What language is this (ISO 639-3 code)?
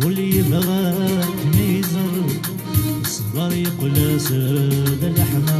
kab